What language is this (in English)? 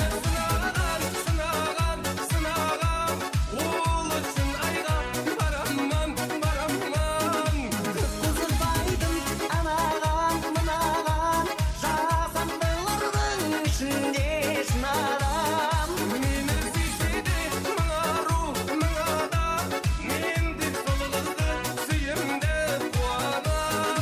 Kara-Kalpak